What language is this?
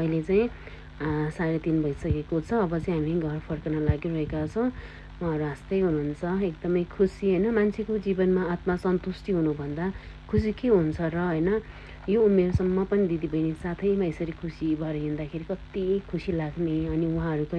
Nepali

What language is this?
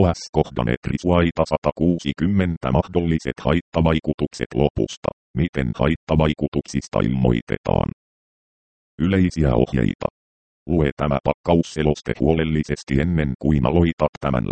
Finnish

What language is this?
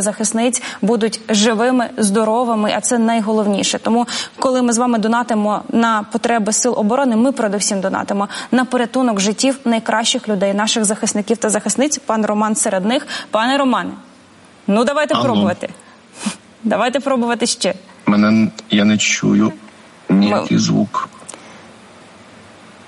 Ukrainian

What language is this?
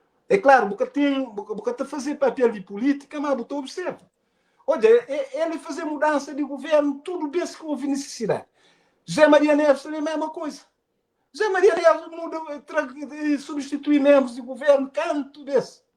Kabuverdianu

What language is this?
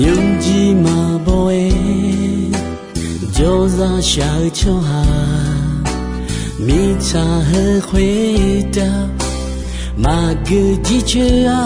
Akha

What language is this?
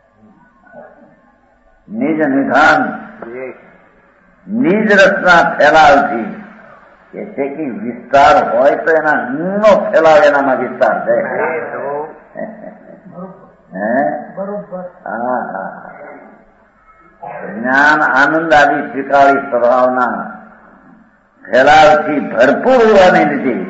Gujarati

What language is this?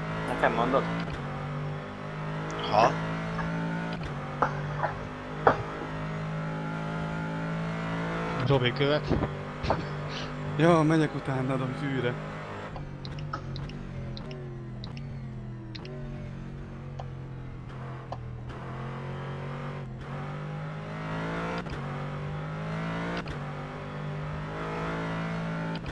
Hungarian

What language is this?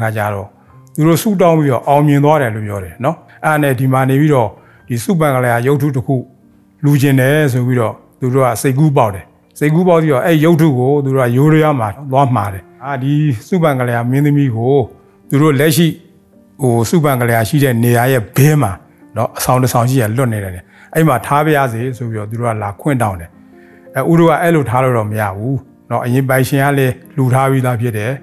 Burmese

